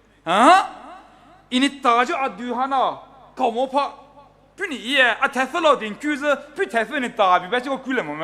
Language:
Poumei Naga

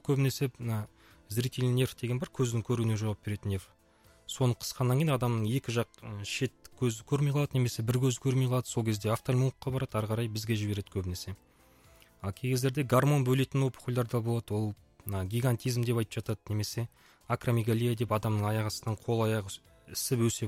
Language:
Kazakh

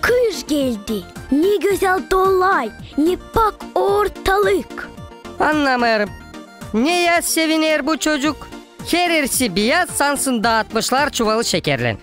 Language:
Gagauz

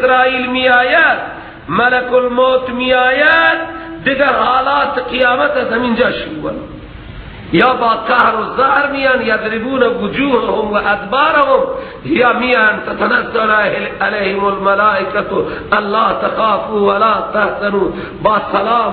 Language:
Persian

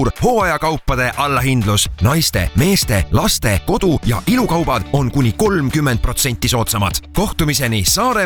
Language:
Estonian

